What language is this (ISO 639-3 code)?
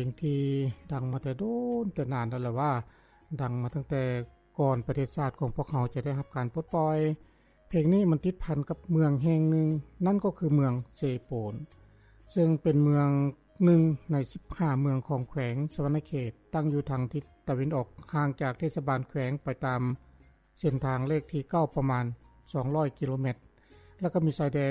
lao